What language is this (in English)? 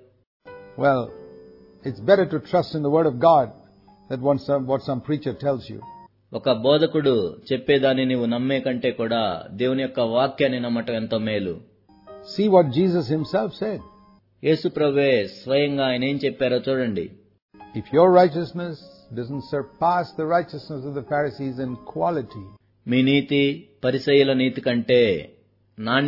Telugu